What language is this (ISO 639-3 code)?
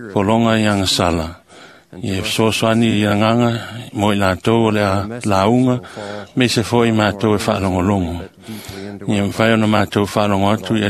smo